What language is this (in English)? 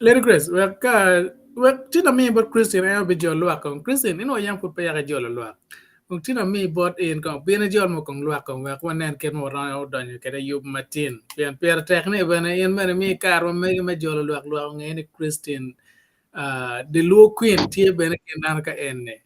Acoli